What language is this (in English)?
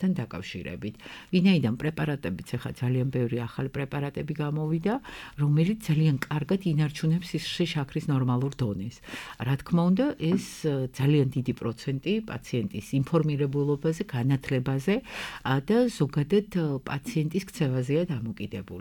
Georgian